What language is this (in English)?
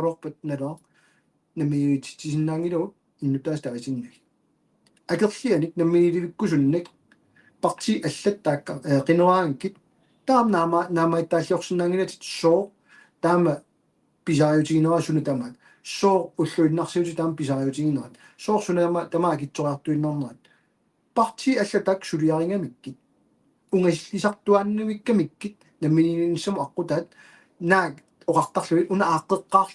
Kalaallisut